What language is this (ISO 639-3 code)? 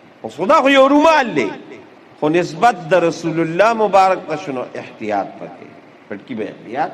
pus